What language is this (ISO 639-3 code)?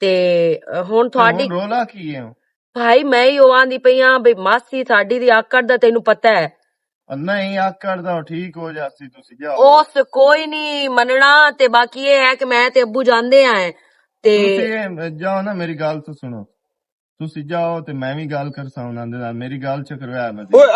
lah